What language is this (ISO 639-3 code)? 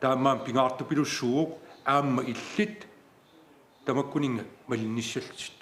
kal